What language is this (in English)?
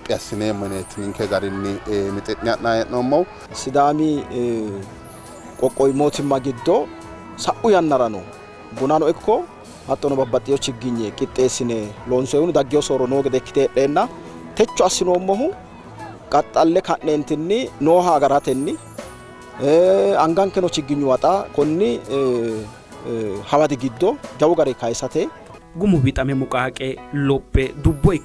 Sidamo